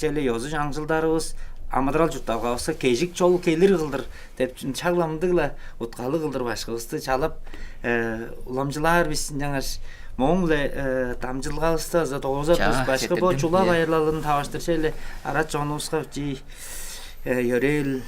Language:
Tuvinian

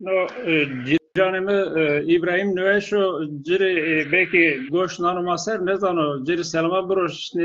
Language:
Zaza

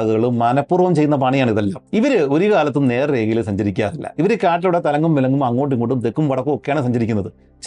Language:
Malayalam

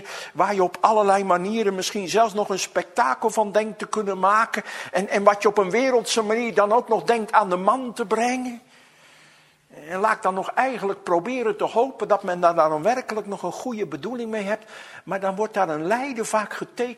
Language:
Dutch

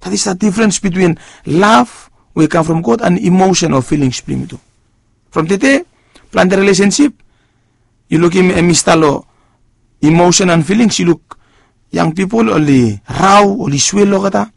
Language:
Bislama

